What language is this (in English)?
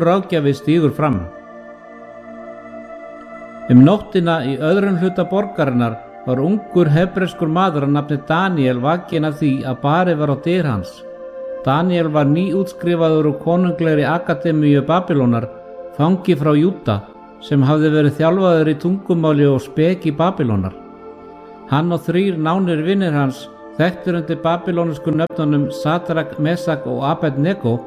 Icelandic